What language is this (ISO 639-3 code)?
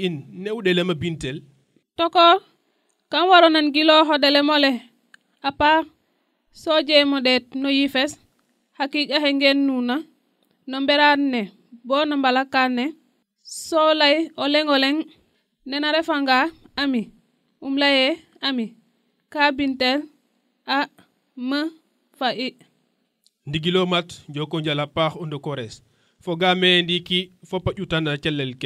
srr